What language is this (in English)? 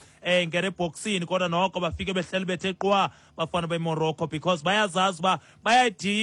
Xhosa